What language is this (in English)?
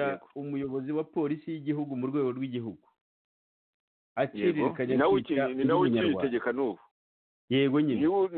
Kinyarwanda